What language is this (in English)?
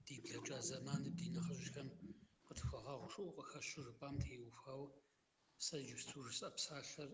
Kabardian